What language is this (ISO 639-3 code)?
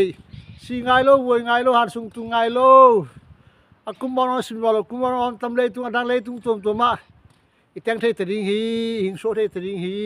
ctd